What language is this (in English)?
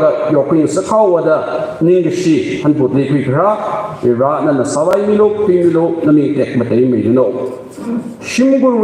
Tangkhul Naga (India)